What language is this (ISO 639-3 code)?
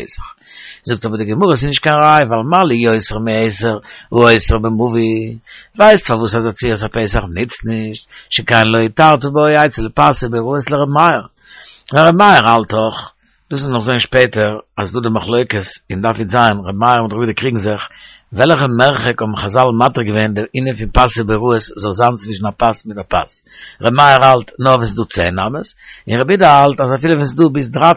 yid